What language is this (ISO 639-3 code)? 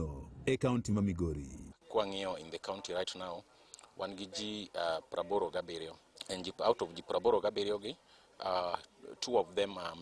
luo